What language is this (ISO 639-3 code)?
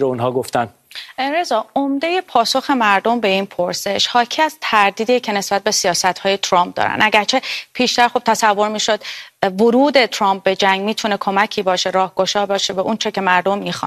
fas